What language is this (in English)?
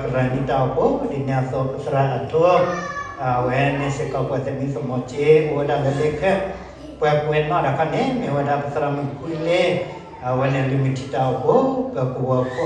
S'gaw Karen